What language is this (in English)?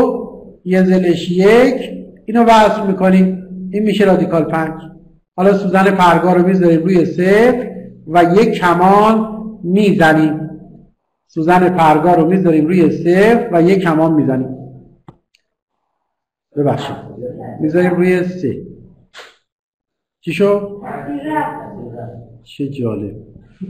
Persian